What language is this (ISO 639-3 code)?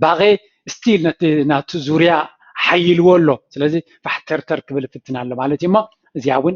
tir